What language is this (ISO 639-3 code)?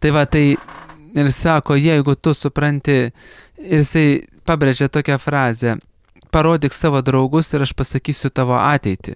lit